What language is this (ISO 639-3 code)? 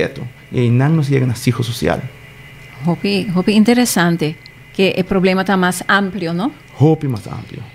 pap